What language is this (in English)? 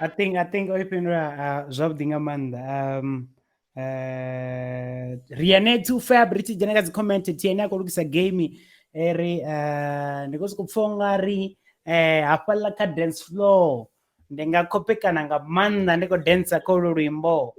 Venda